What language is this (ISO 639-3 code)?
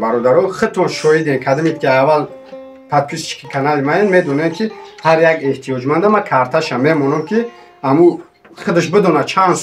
tgk